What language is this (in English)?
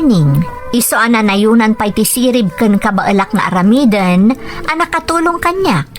Iloko